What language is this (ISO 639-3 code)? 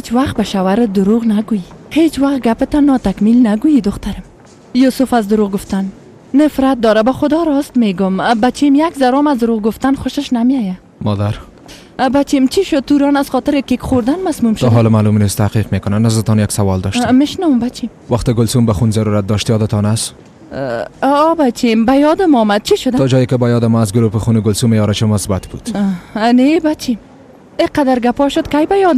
fas